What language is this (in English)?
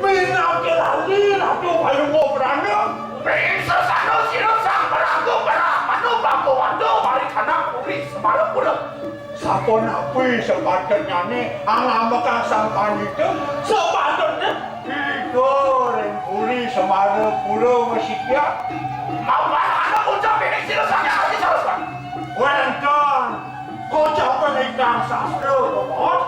Balinese